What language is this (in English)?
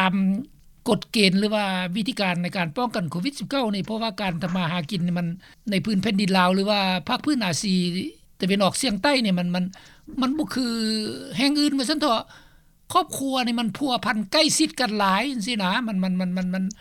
Lao